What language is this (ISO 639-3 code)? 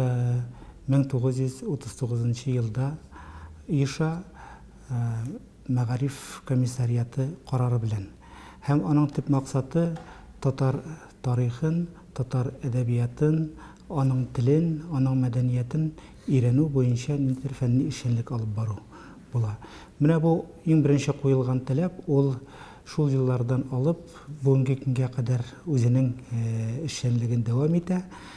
tat